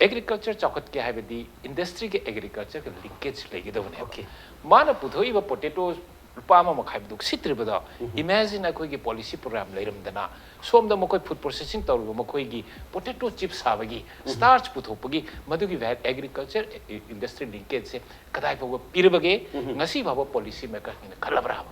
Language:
Manipuri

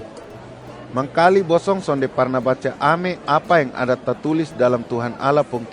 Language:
Kupang Malay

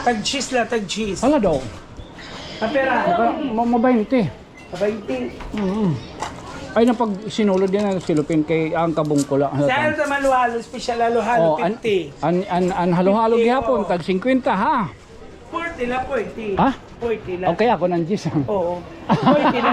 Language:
Waray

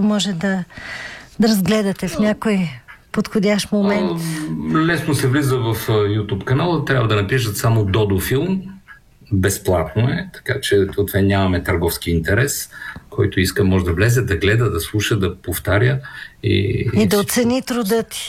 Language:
Bulgarian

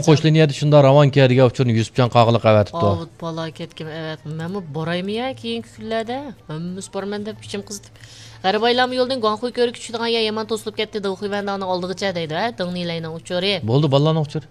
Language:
Uyghur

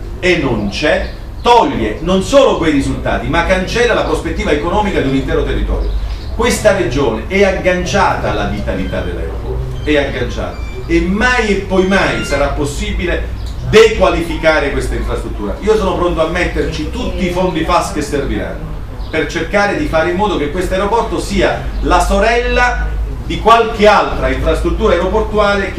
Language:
Italian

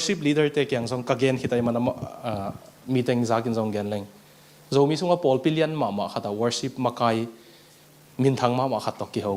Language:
Tedim Chin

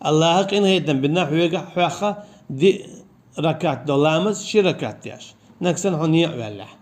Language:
Chechen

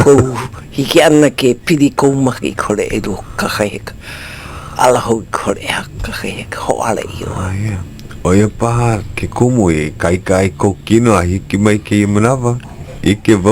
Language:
Hawaiian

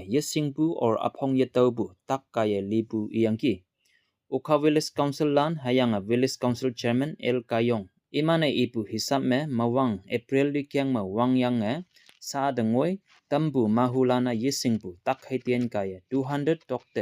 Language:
Konyak Naga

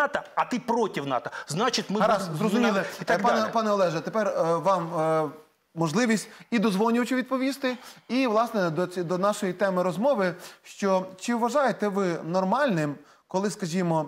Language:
Ukrainian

